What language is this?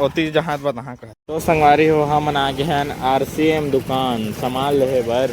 Chhattisgarhi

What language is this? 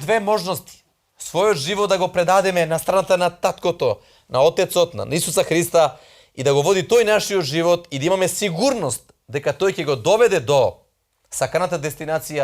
Macedonian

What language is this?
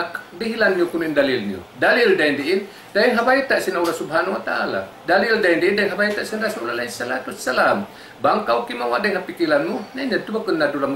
Tausug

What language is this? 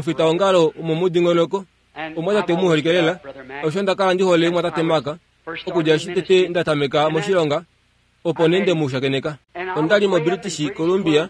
Kuanyama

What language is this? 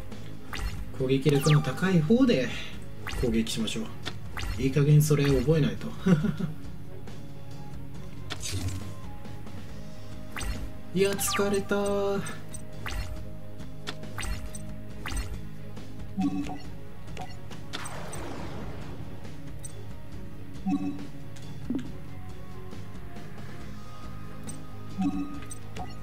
Japanese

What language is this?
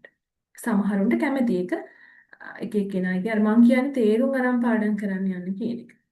Sinhala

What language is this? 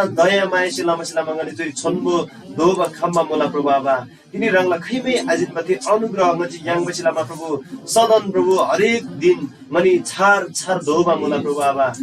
Eastern Tamang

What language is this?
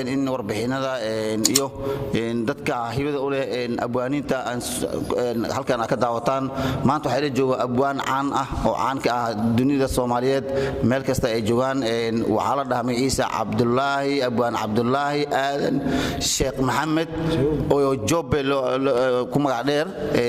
Somali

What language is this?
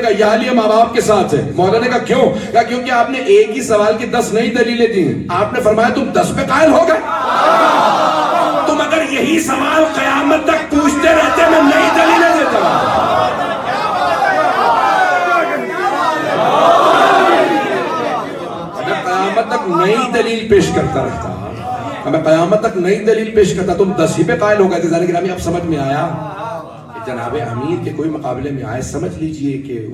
Urdu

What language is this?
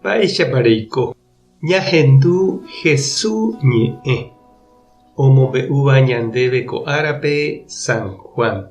Guarani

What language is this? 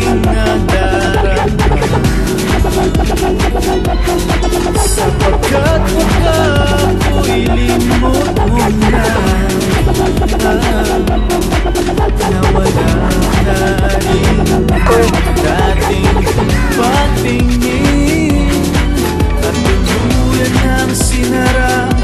Filipino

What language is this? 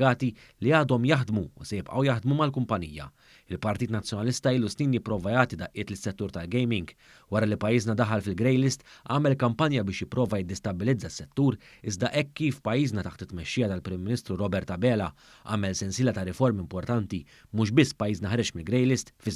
Maltese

